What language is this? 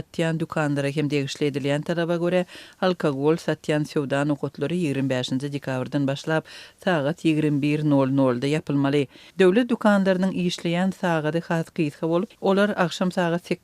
Turkmen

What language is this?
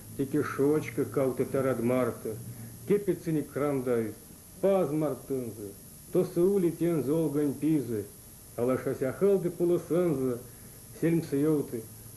Erzya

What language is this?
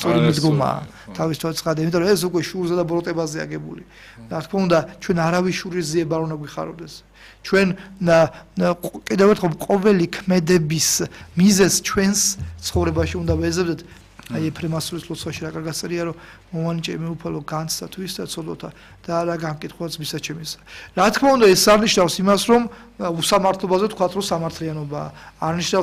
Georgian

